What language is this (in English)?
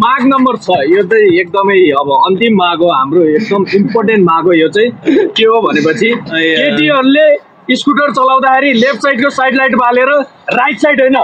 Nepali